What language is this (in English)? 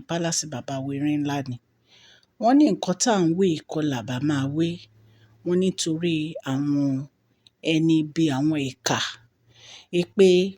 Yoruba